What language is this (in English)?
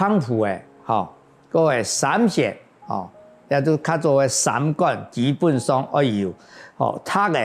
Hakka Chinese